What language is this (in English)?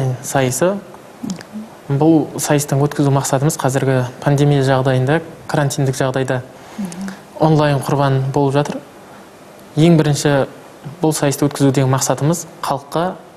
Kazakh